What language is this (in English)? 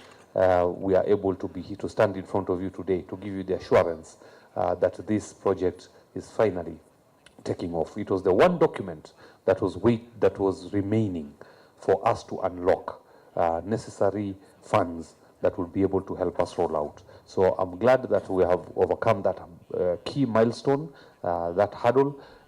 Kamba